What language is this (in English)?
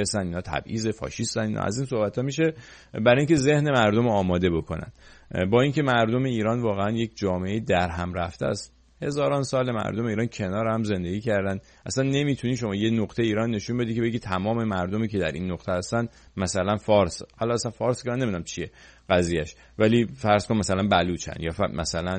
Persian